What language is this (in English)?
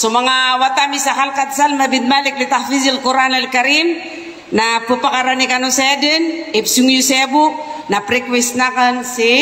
Maranao